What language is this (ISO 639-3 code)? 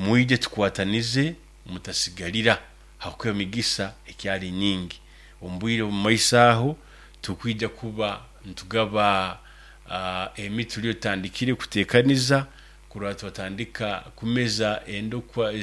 nyo